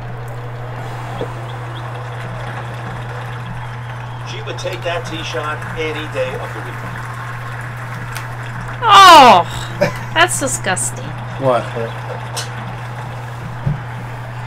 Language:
English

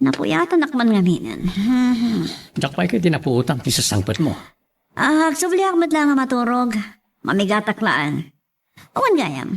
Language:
Iloko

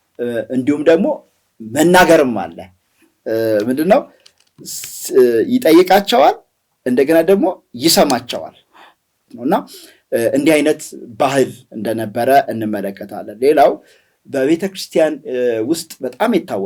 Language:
Amharic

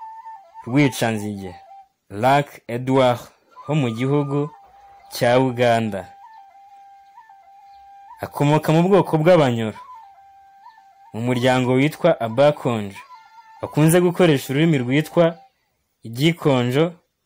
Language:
Kinyarwanda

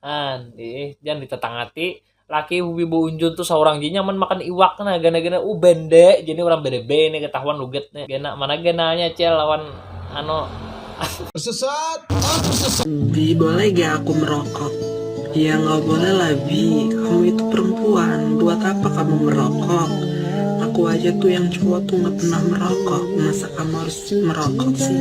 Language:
Banjar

